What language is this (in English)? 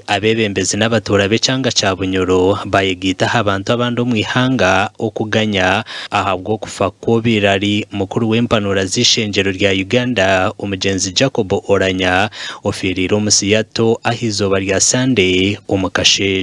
Nyankole